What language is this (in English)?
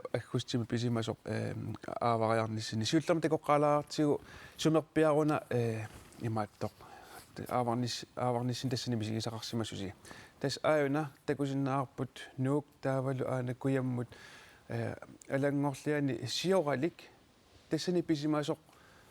Kalaallisut